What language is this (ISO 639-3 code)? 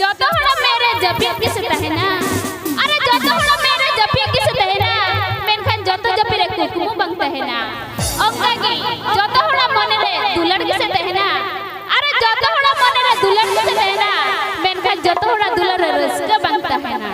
sat